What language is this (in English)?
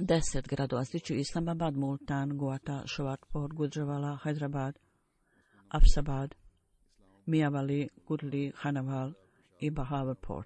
Bosnian